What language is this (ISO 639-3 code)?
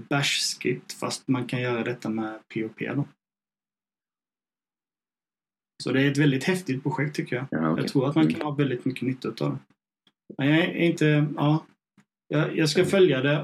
swe